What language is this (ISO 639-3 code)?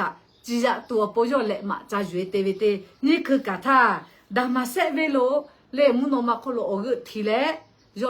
lhu